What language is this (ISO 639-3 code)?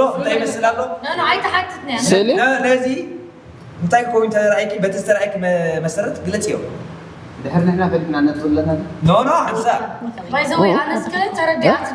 tir